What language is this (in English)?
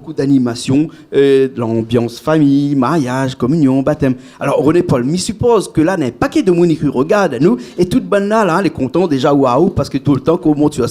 Réunion Creole French